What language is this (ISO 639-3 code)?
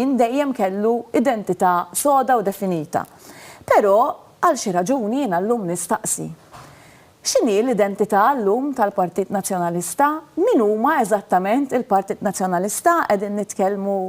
mlt